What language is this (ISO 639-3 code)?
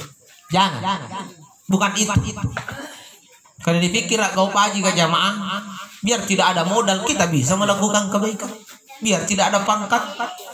ind